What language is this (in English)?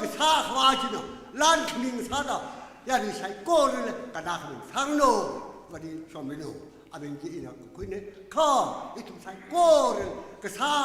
Tangkhul Naga (India)